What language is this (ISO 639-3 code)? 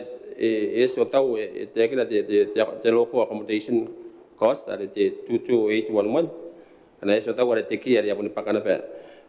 gil